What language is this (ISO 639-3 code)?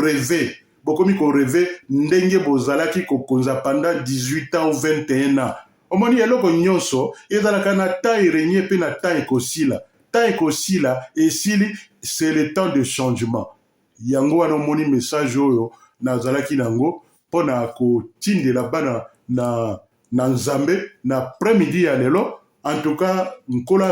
lin